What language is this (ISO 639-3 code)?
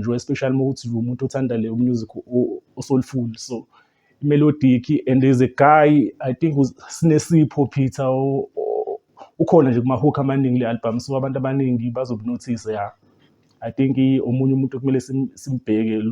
zul